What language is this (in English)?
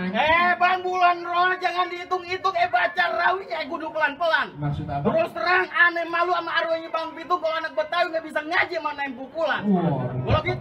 Betawi